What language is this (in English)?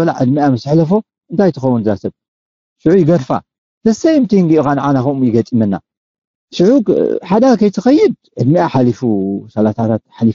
Tigrinya